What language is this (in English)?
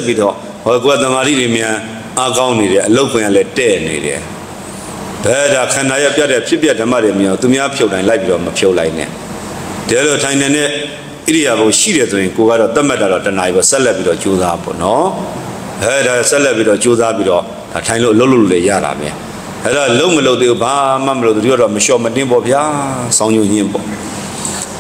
Burmese